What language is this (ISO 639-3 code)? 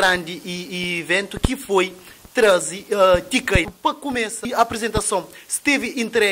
kea